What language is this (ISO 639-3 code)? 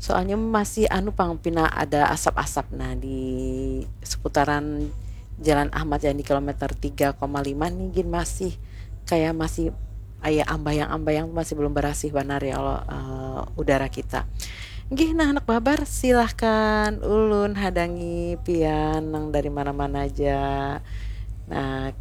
bjn